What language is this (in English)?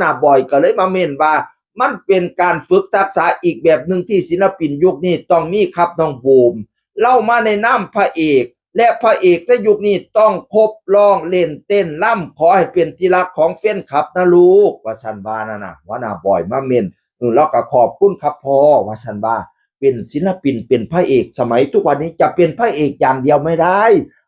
Northeastern Thai